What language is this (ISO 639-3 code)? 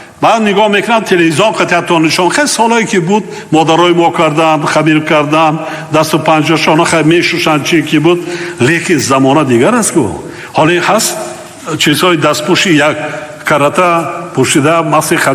tgk